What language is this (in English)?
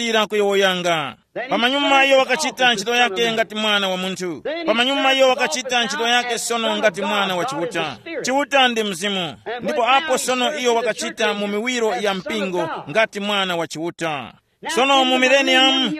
Tumbuka